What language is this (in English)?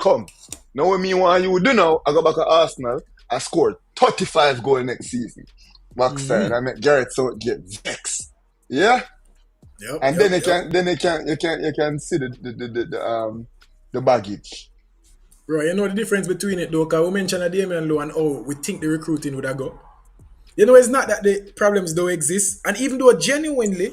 Jamaican Creole English